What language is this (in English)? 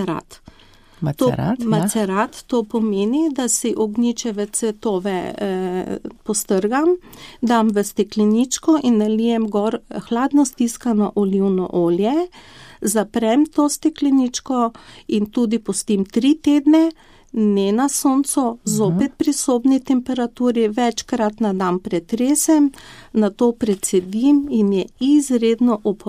Slovenian